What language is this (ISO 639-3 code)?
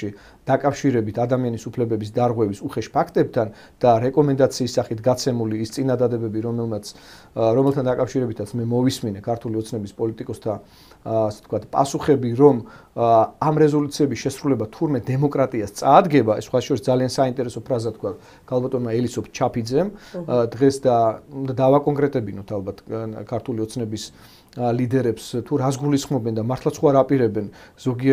kat